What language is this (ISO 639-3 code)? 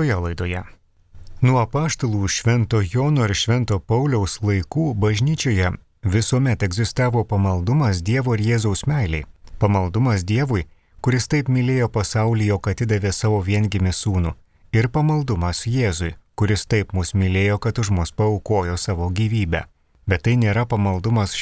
lit